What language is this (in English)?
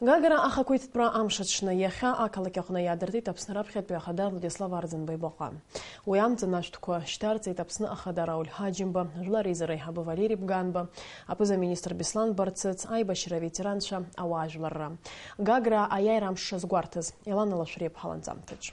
Abkhazian